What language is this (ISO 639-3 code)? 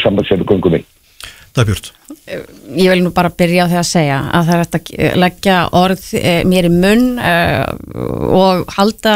isl